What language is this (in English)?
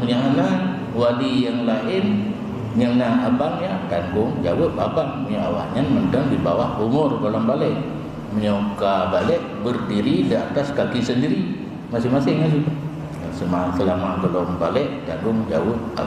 Achinese